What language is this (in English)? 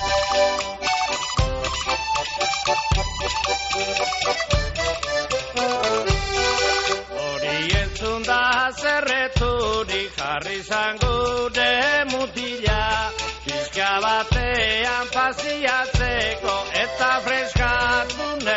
Basque